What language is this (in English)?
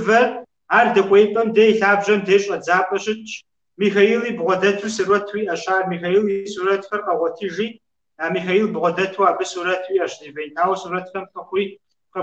Kabardian